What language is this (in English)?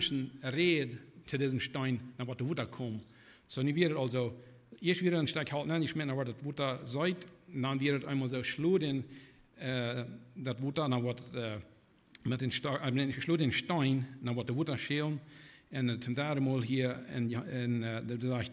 Plautdietsch